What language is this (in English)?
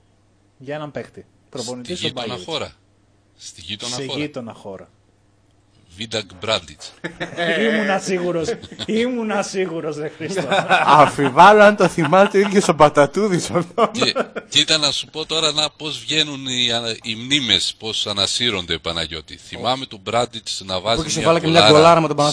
Greek